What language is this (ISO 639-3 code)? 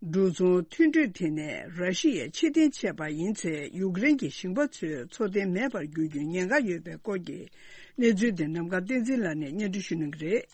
bod